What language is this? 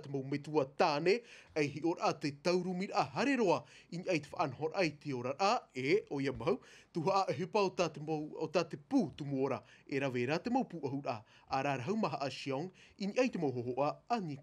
Tahitian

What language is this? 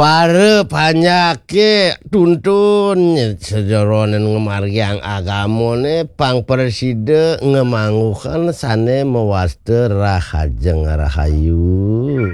Balinese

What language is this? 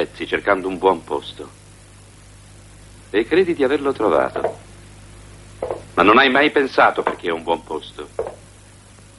Italian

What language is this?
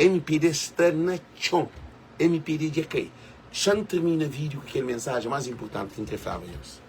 Kabuverdianu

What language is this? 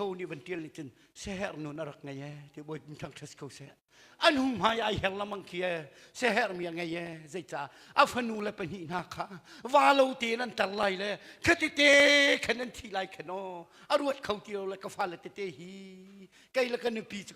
Hakha Chin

